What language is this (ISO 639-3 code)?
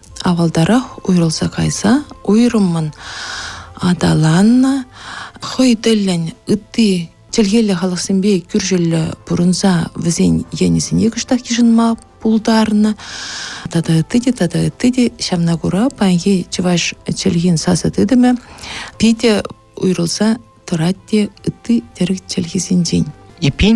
chv